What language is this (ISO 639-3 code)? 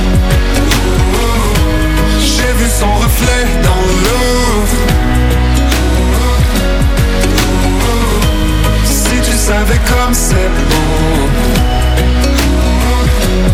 fra